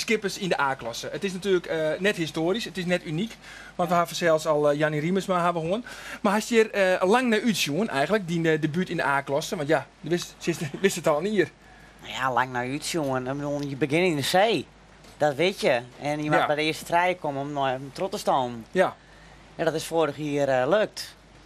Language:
Western Frisian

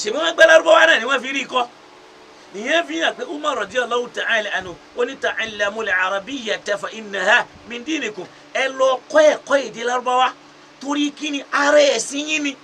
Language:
Yoruba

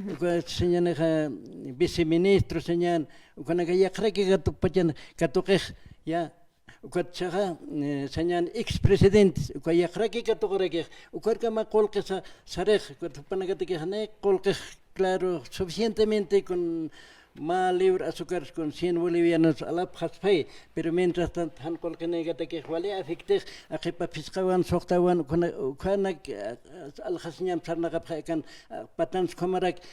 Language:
Aymara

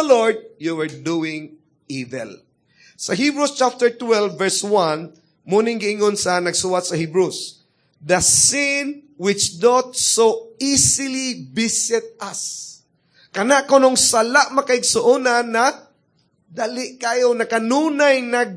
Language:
Cebuano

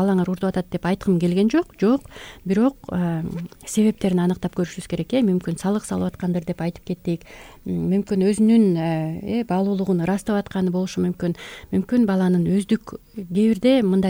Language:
Kyrgyz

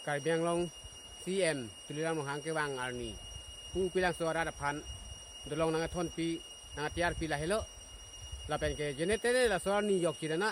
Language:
Karbi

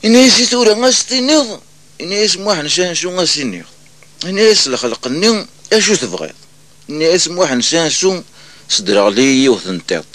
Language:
Kabyle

